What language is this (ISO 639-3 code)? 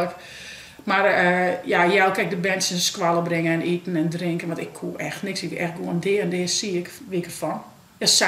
fry